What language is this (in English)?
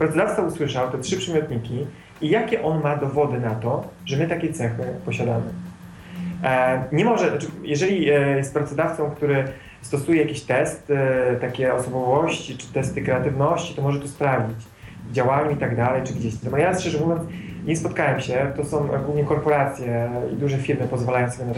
Polish